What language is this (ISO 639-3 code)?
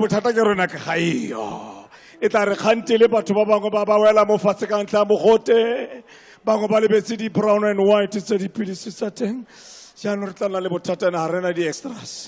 tsn